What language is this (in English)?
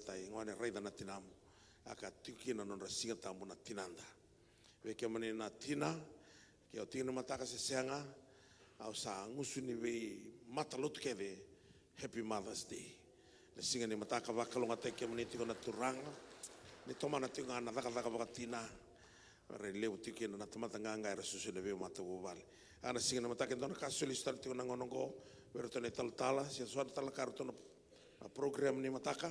Fijian